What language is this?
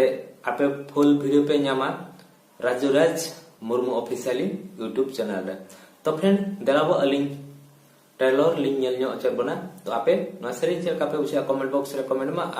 Santali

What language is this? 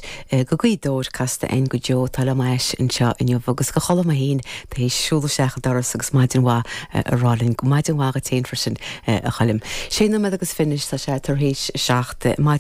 Irish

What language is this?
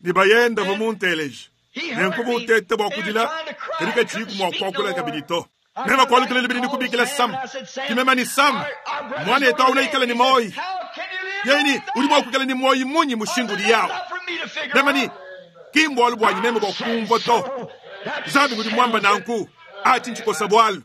Luba-Lulua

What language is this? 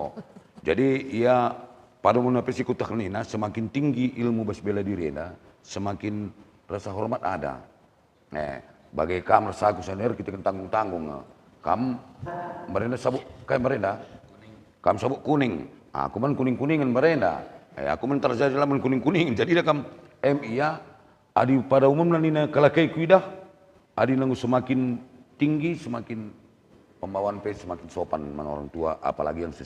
Batak Karo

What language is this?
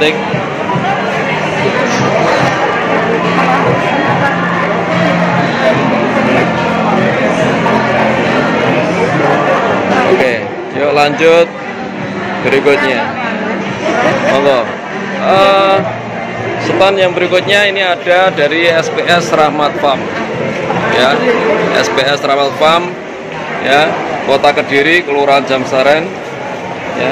Indonesian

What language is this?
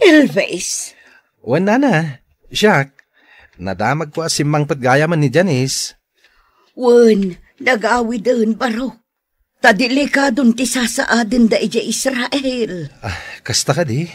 Iloko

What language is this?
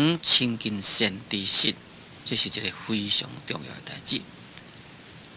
Min Nan Chinese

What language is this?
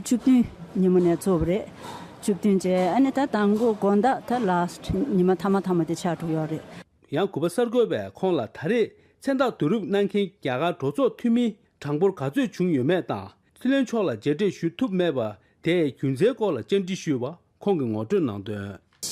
Tibetan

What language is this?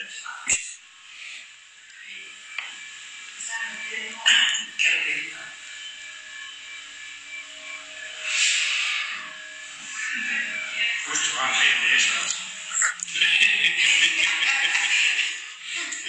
Danish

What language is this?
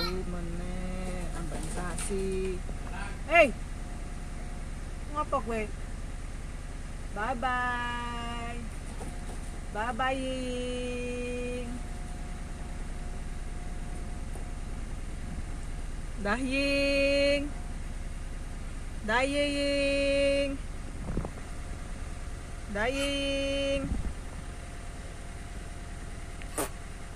Javanese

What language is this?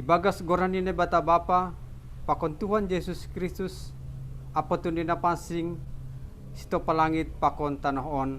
Batak Simalungun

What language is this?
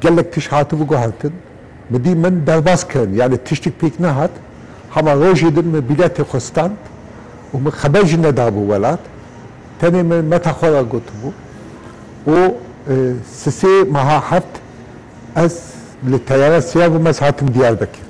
Kurdish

